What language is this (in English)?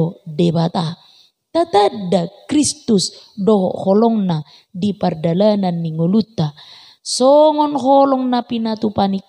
Batak Toba